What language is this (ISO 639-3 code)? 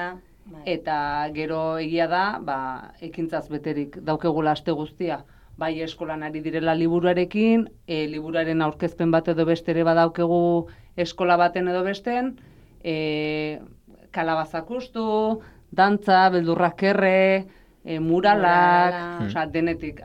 eus